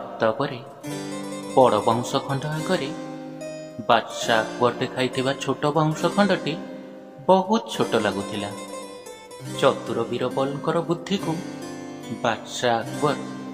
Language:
Odia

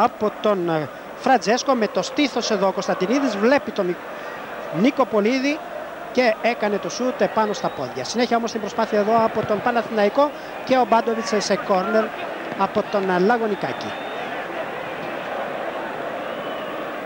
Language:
Greek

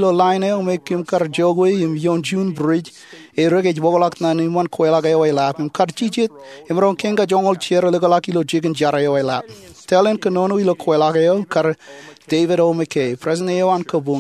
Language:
Marshallese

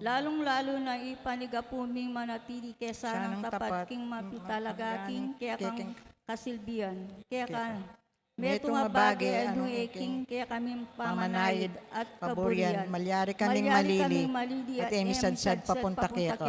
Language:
Pampanga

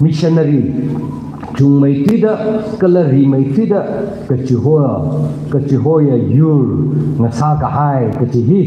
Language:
Tangkhul Naga (India)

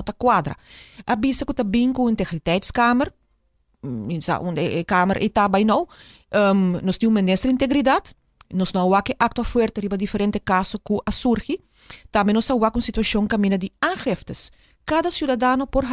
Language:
Papiamento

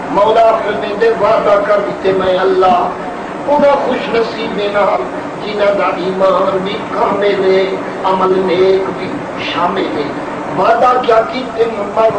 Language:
Saraiki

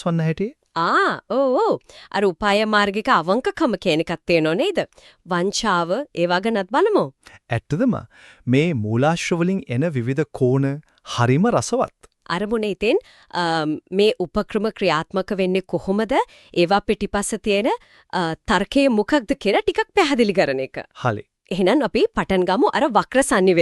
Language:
Sinhala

